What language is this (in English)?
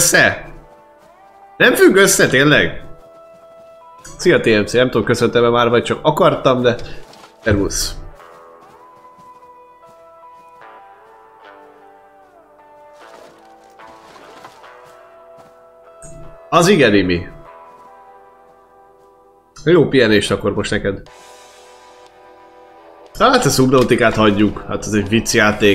Hungarian